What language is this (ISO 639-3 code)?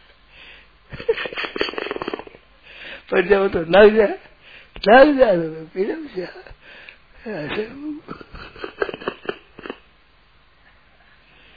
hin